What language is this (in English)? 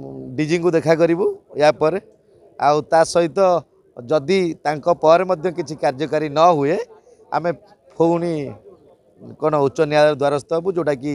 Odia